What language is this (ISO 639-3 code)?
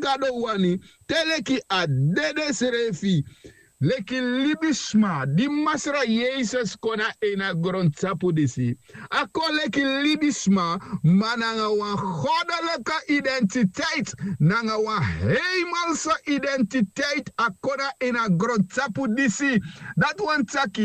srn